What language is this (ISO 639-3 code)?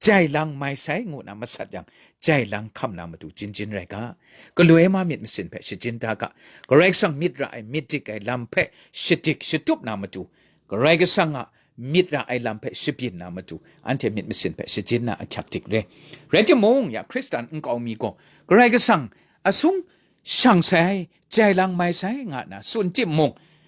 kac